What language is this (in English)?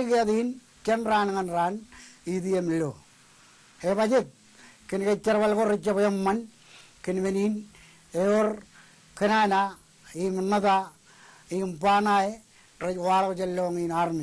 Marshallese